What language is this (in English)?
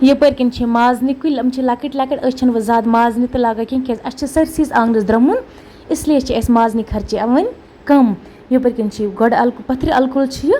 Kashmiri